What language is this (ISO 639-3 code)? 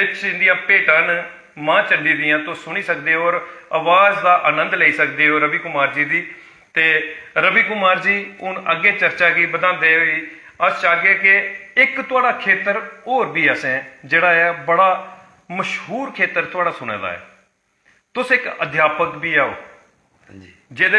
doi